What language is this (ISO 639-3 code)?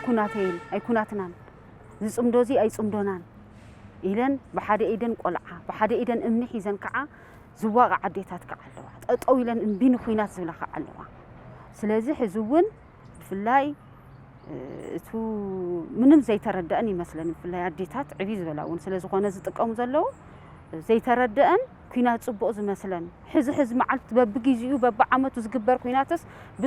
tir